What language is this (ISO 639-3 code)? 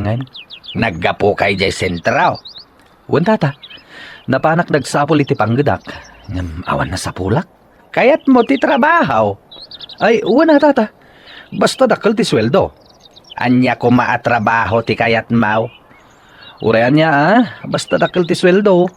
ilo